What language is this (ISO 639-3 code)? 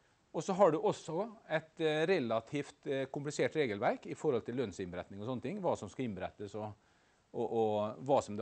nor